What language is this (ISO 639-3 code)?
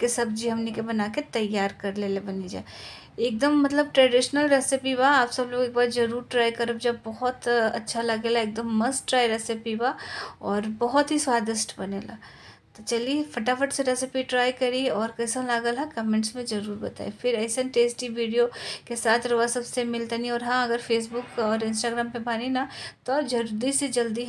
bho